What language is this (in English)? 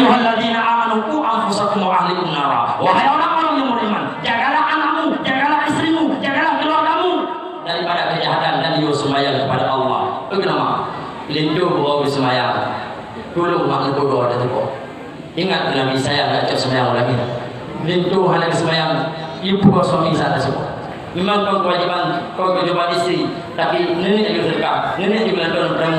Achinese